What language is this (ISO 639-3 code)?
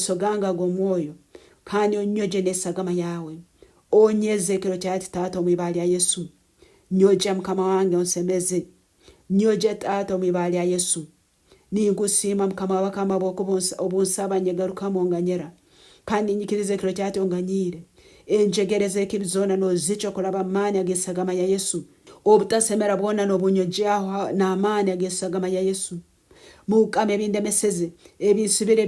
nyn